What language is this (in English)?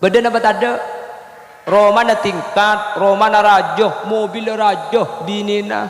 Madurese